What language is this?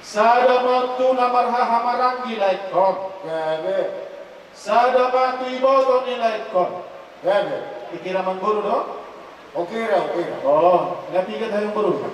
Batak Toba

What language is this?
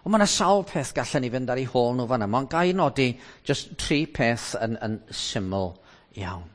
Welsh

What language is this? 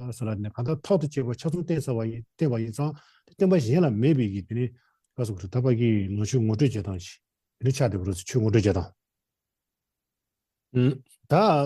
Tibetan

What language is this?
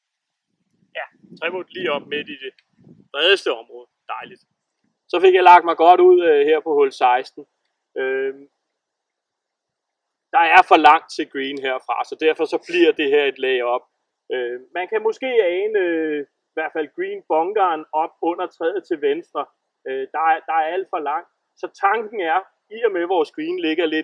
Danish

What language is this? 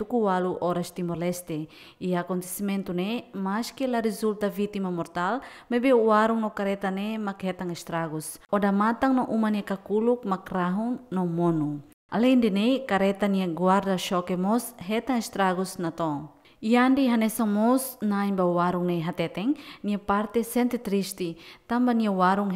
Tetum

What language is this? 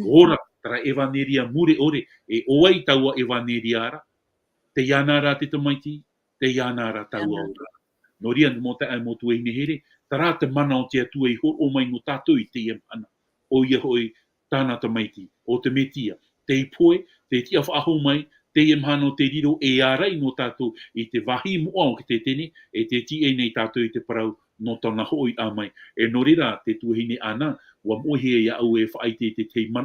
Tahitian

